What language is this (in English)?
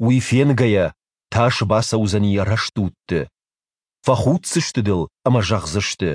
Ossetic